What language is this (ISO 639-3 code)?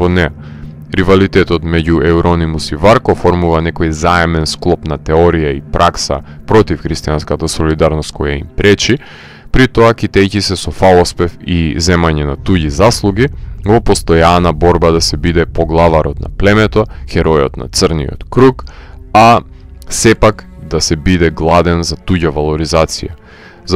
mkd